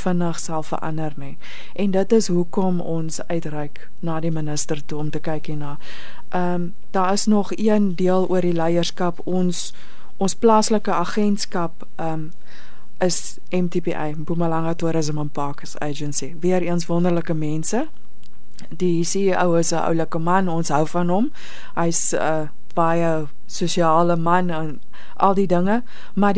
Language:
Afrikaans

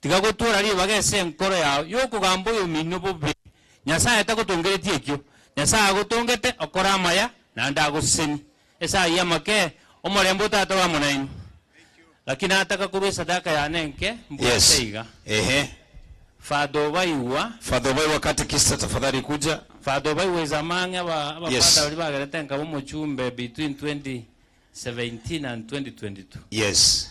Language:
Gusii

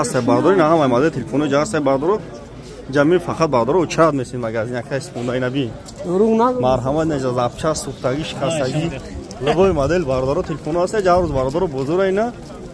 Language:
Tajik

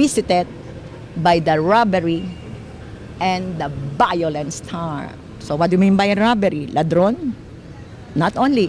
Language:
Chavacano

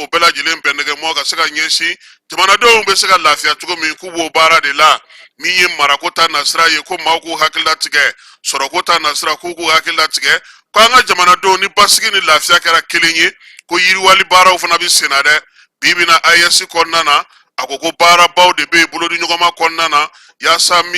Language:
Bambara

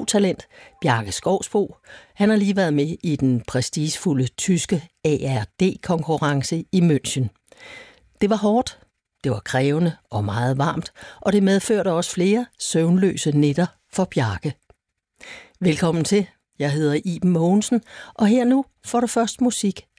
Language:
Danish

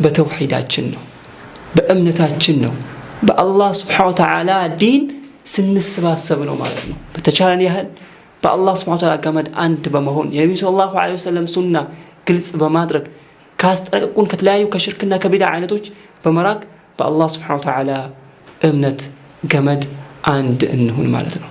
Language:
Amharic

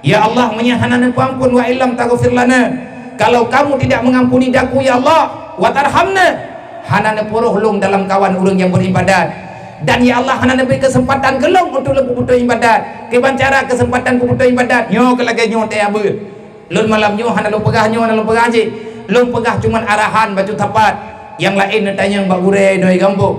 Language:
Achinese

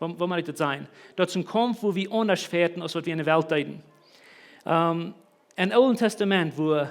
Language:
Plautdietsch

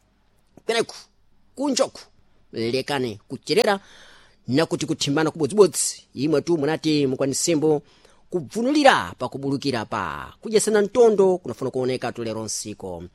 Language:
Sena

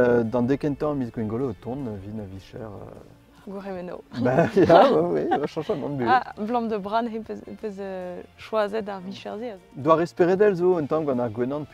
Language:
Breton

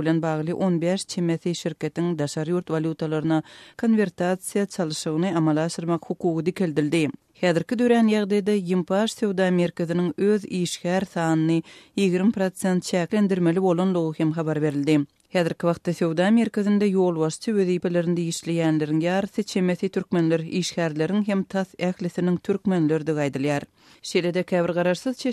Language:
Turkmen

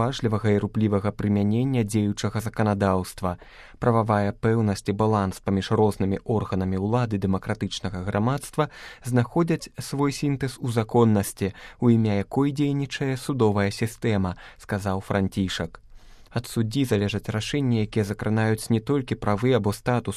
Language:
Belarusian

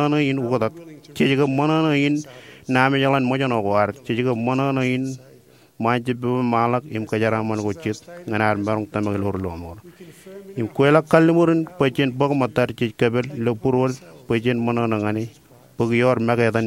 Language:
Marshallese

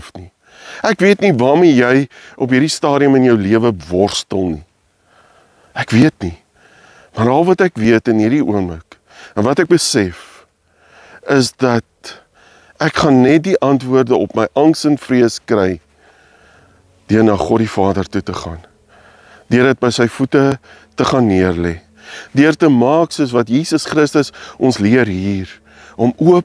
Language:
Afrikaans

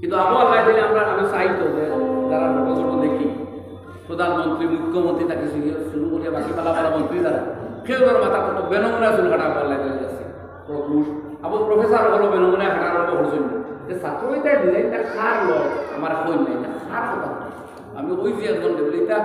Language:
Sylheti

